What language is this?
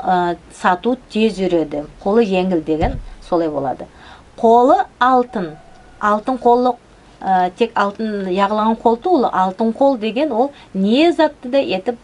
Nogai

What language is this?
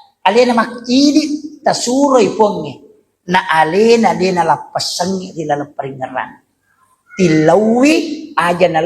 Buginese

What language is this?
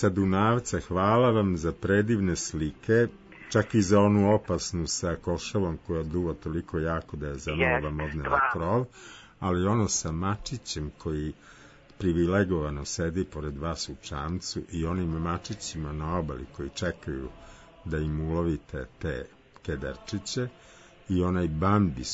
Serbian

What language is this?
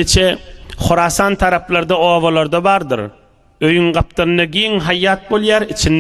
Turkmen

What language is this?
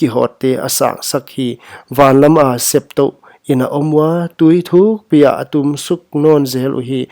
Paite Chin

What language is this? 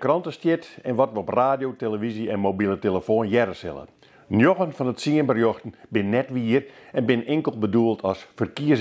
Western Frisian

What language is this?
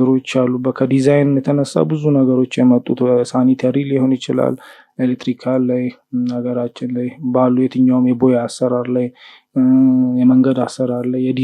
Amharic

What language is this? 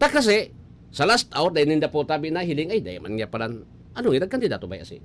Bikol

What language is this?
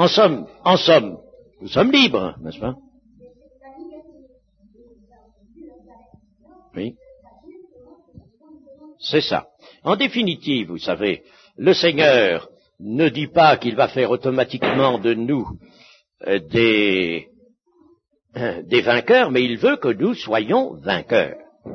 French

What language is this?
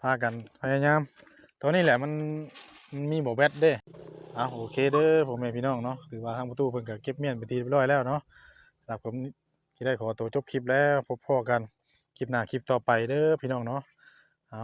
Northeastern Thai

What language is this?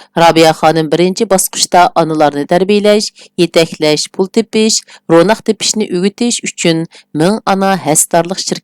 Uyghur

